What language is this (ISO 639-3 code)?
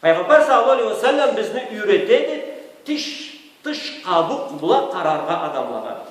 krc